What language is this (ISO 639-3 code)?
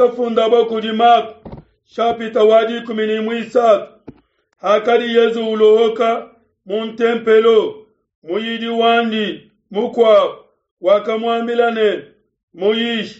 lua